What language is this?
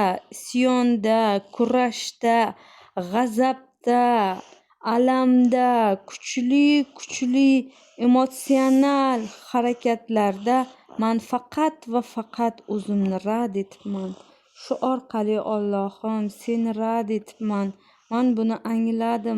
Uzbek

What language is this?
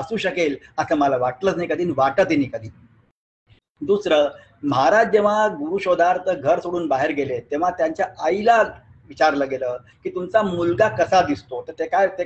Marathi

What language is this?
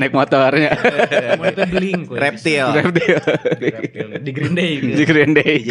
Sundanese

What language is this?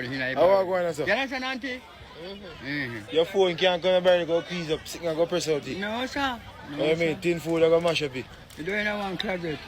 Jamaican Creole English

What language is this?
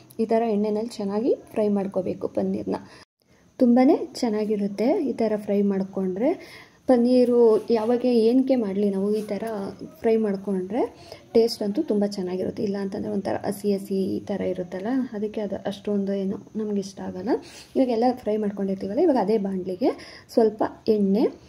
Kannada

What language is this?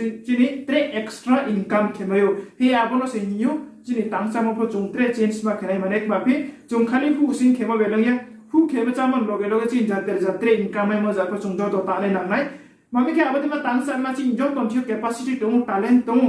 Riang (India)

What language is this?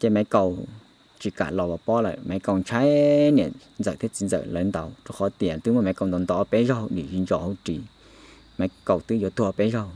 Hmong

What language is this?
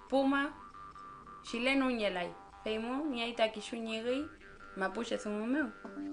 Mapuche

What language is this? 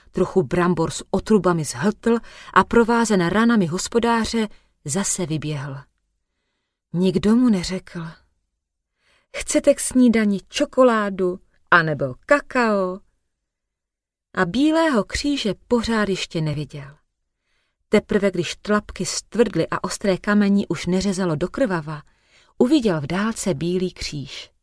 Czech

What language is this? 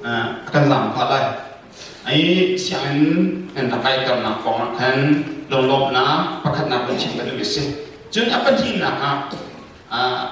Hakha Chin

